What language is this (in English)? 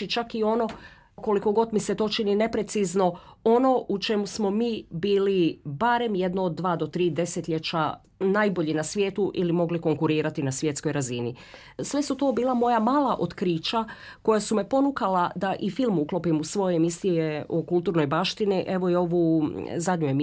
Croatian